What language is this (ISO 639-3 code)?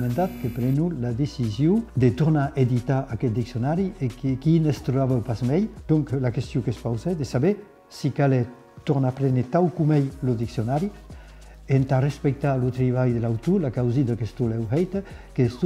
oci